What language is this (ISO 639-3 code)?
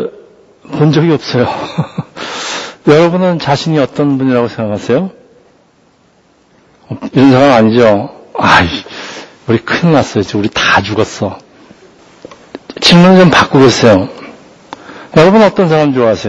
kor